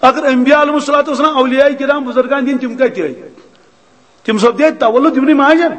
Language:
Kashmiri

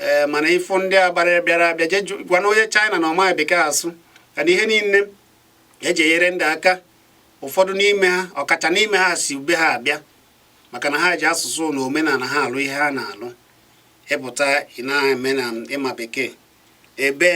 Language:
Igbo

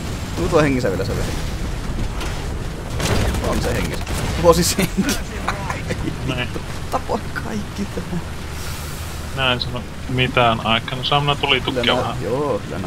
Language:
Finnish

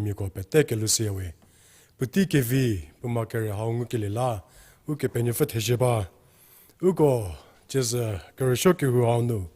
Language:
Angami Naga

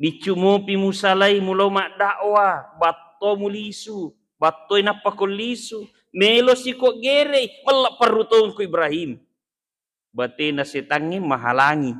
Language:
Buginese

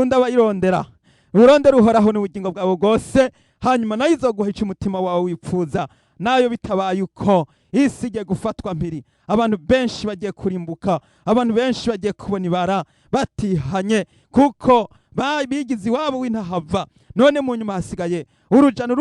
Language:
Rundi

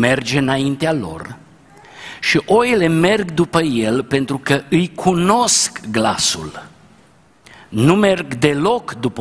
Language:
Romanian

